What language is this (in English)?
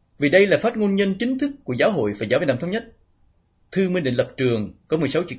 Vietnamese